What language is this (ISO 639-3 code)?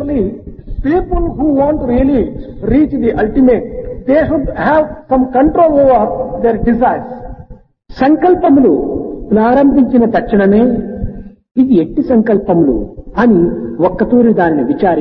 tel